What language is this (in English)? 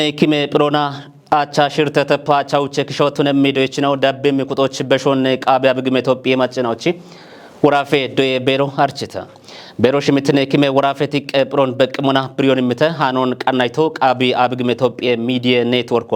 Kafa